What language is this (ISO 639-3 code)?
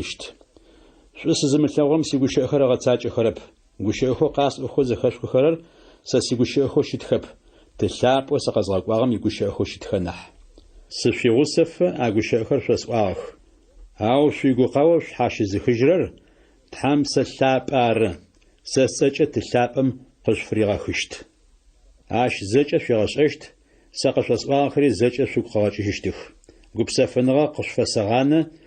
ady